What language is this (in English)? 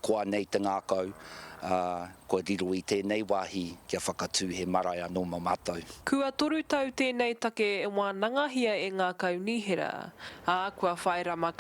Māori